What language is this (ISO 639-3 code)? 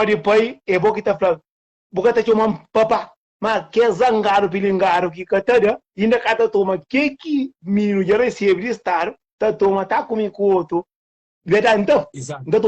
kea